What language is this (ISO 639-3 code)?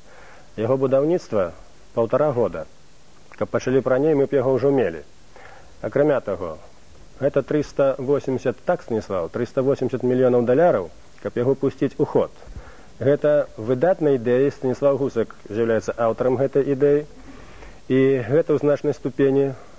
bel